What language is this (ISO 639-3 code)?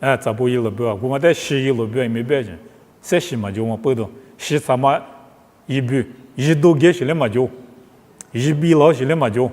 lis